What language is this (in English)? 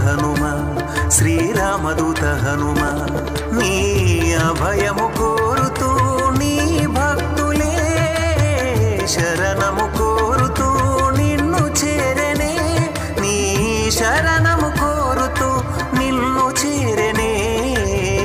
Telugu